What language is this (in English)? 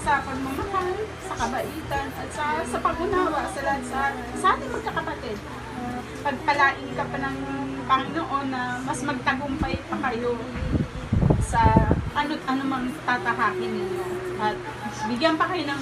Filipino